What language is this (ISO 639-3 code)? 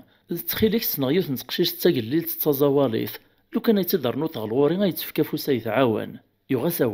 kab